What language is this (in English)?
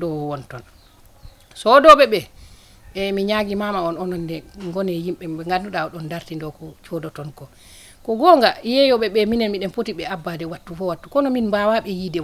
Fula